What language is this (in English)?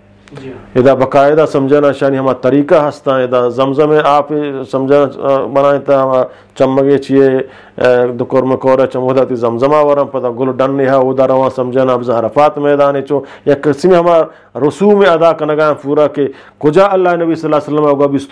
Eastern Balochi